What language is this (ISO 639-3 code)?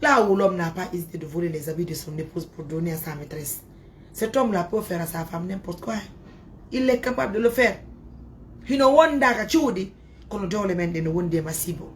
ful